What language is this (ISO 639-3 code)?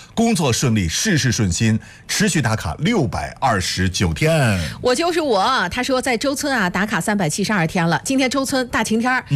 zho